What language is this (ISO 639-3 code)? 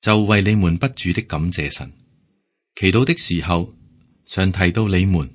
yue